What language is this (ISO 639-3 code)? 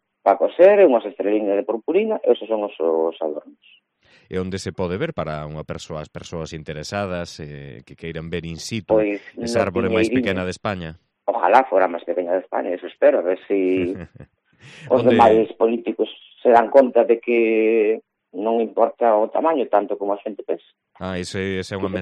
glg